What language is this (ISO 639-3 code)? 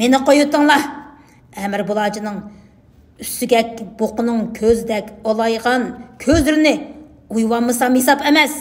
uig